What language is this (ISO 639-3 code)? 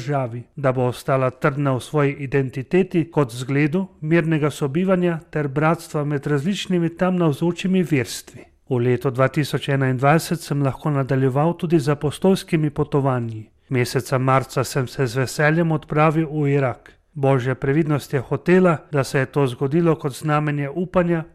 slv